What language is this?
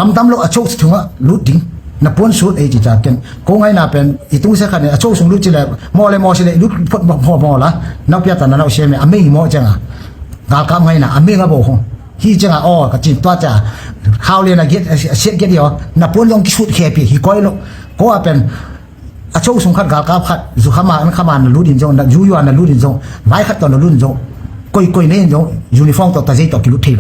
Tedim Chin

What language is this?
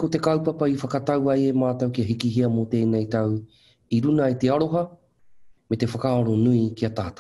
Māori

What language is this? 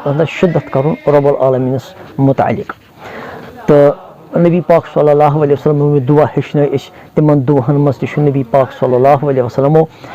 Kashmiri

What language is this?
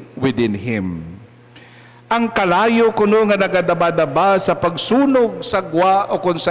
Hiligaynon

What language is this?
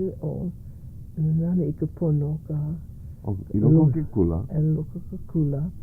Hawaiian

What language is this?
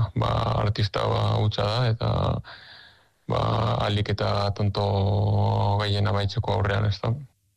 Basque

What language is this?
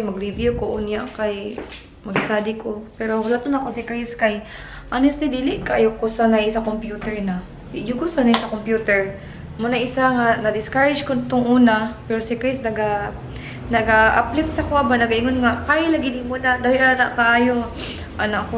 Cebuano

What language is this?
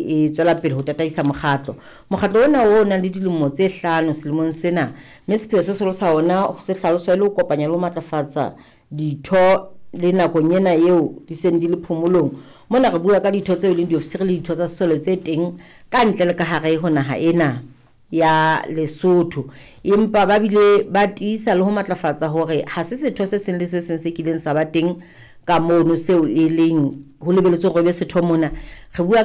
Southern Sotho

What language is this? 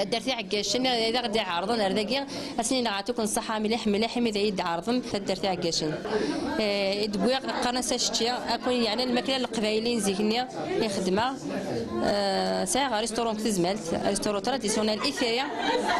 Kabyle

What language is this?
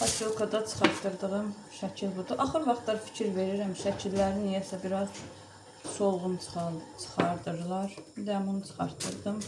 Azerbaijani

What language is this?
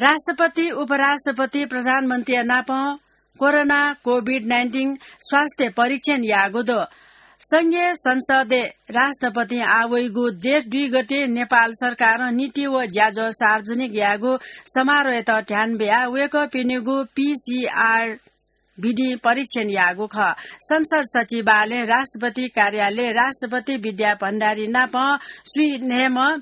Newari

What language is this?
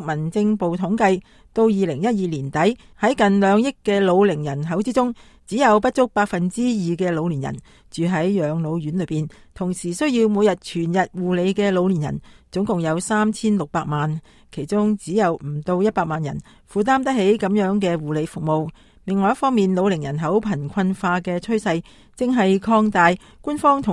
Cantonese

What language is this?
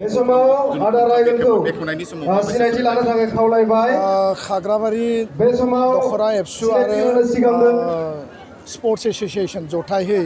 Bodo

